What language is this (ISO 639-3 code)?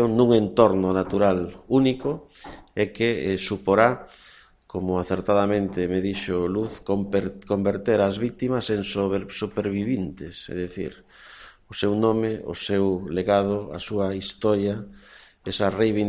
glg